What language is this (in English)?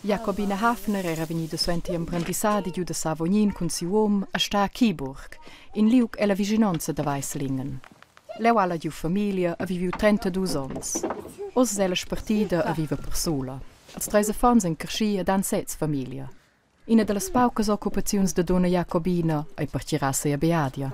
Romansh